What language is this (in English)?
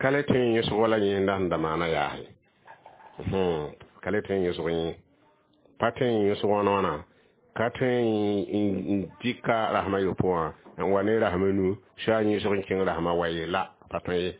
Mossi